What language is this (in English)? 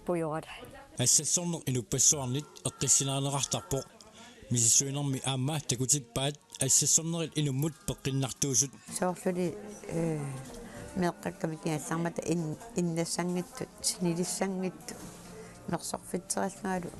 Kalaallisut